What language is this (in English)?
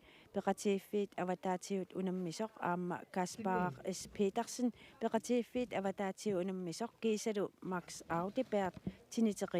Kalaallisut